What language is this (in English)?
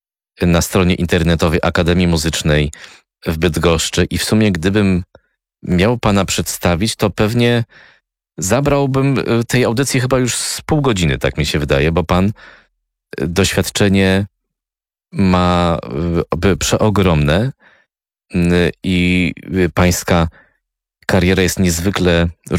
Polish